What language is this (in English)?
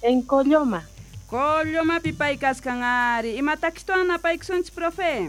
South Bolivian Quechua